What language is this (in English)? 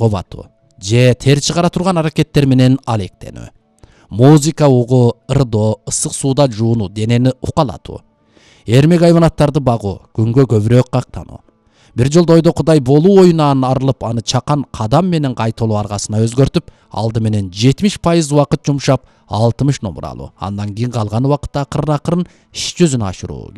Kyrgyz